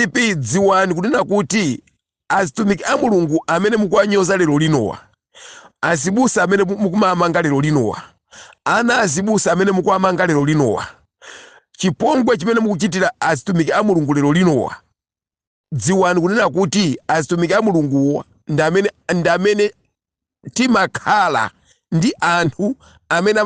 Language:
Nyanja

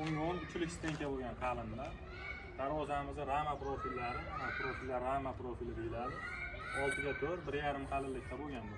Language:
Uzbek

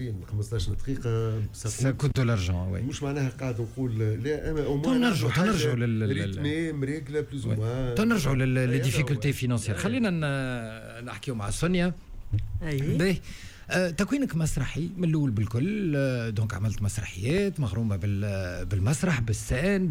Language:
Tunisian Arabic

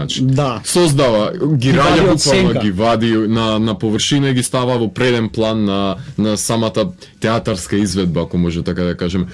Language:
Macedonian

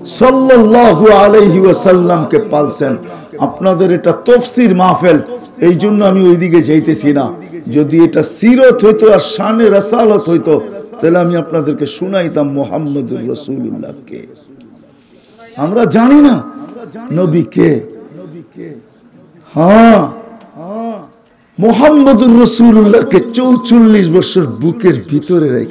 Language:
Bangla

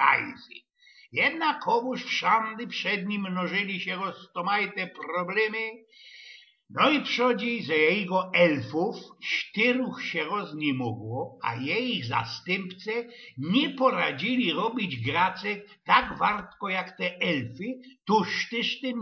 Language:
Silesian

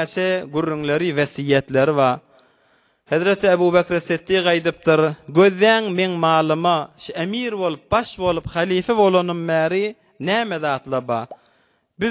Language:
Turkmen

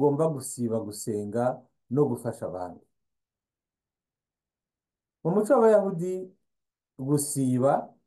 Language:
Kinyarwanda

